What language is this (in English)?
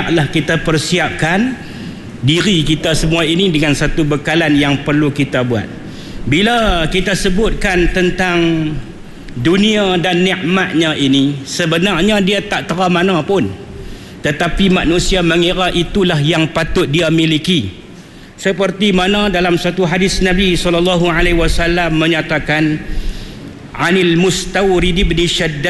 Malay